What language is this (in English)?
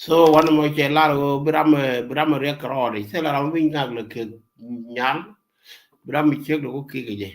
Nuer